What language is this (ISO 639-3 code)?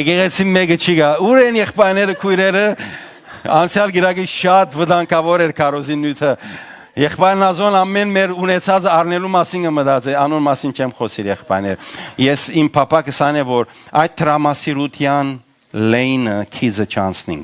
hyw